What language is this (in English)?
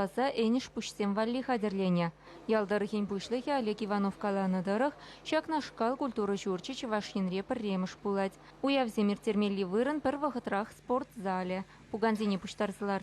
Chuvash